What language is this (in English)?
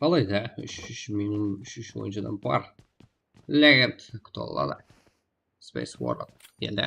Kara-Kalpak